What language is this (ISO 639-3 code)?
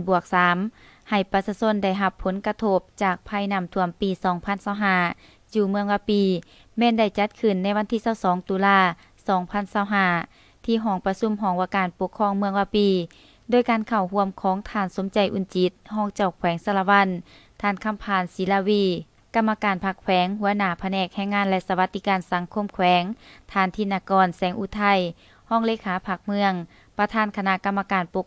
lao